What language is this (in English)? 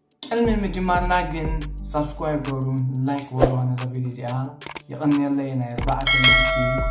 Tigrinya